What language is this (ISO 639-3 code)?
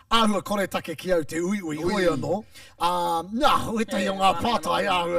mri